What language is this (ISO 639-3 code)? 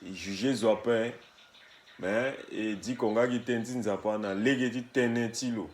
sag